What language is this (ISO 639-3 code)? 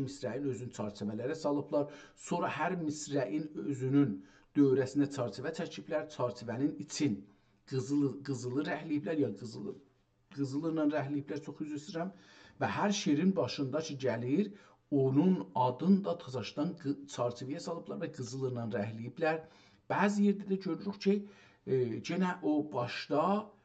azb